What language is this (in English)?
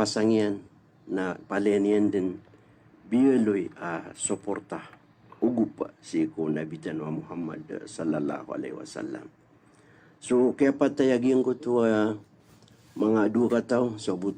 Maranao